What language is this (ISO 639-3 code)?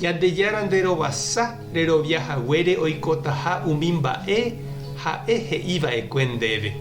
grn